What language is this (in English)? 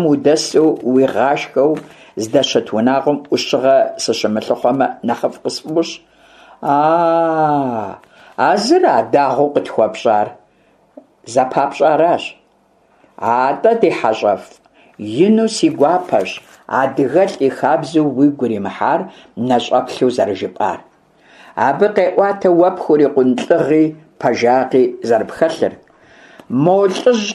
Kabardian